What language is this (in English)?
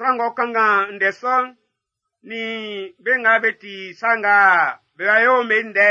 Baoulé